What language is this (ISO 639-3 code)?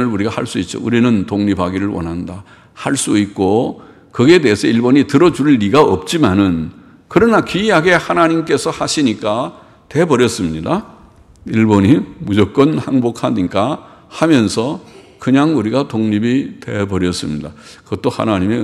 kor